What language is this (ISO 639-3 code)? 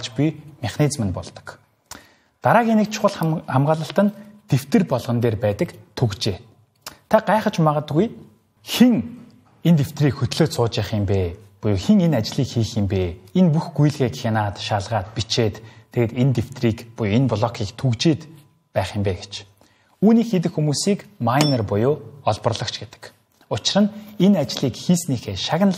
mon